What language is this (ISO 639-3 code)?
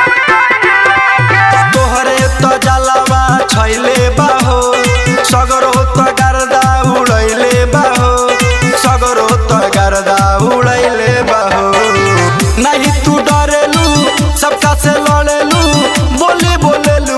bho